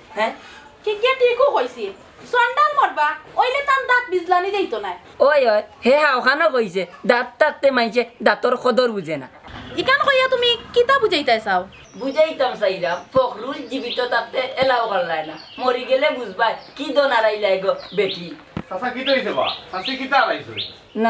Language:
Sylheti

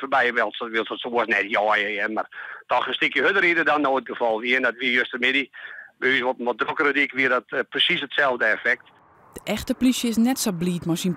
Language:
Western Frisian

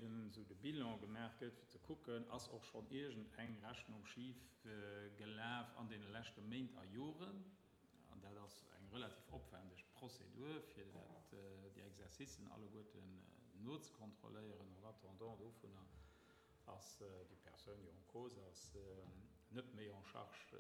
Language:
Luxembourgish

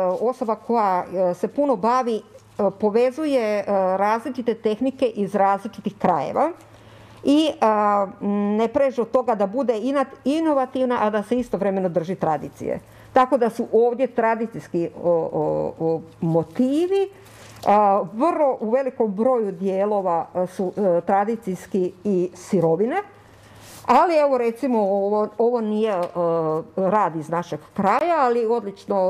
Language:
Croatian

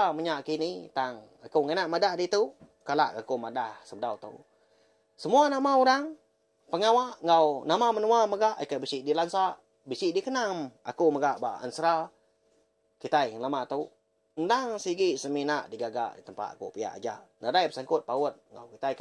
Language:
Iban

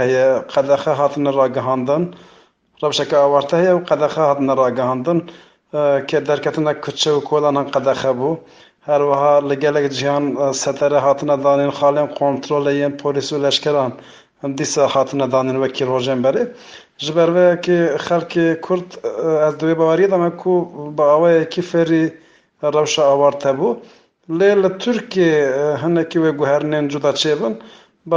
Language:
Kurdish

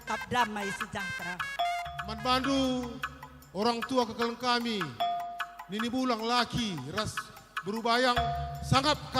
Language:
Batak Karo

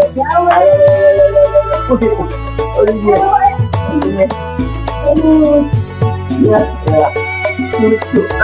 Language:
Betawi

